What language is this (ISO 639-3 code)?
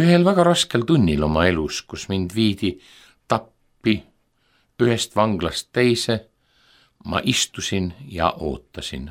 est